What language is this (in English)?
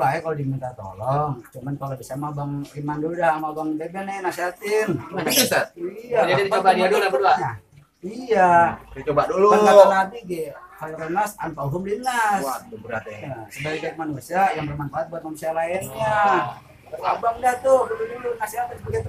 Betawi